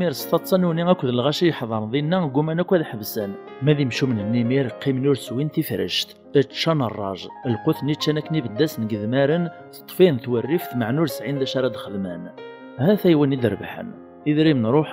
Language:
Kabyle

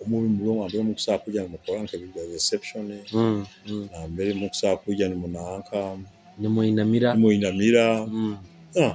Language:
Nyoro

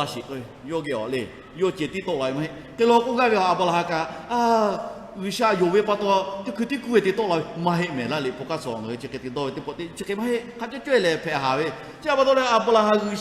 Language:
Lahu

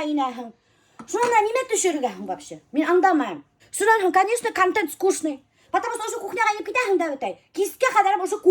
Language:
Bashkir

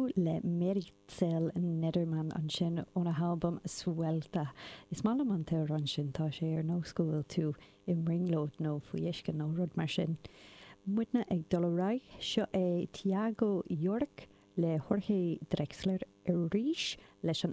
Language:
Irish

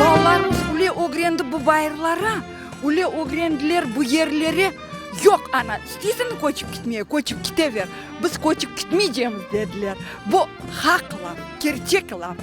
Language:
Crimean Tatar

